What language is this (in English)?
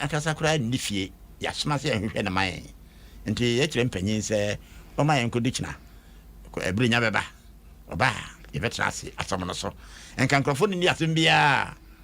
Akan